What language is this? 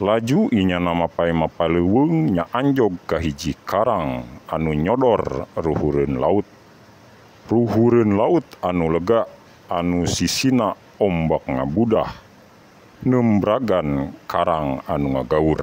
Sundanese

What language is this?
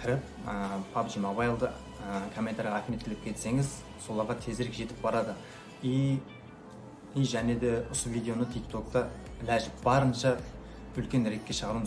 Kara-Kalpak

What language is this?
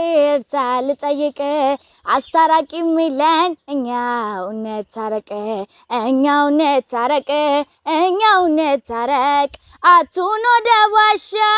Amharic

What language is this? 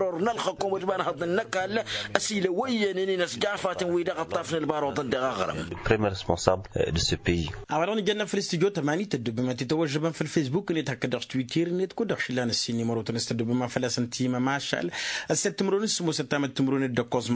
Tamasheq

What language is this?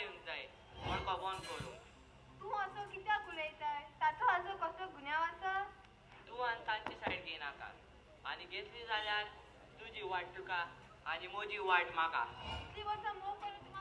Konkani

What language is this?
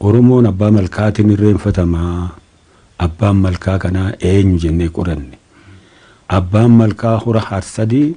Oromo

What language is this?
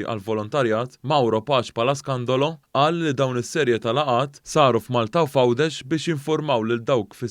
Maltese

